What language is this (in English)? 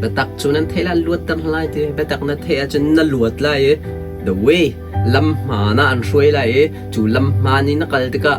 Hakha Chin